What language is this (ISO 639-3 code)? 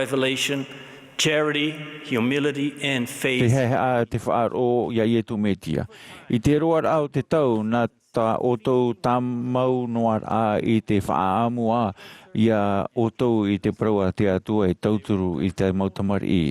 tah